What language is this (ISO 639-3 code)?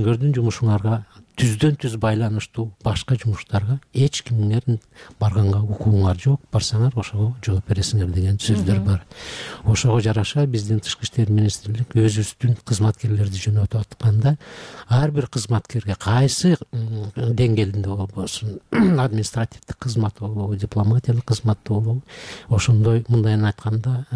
kir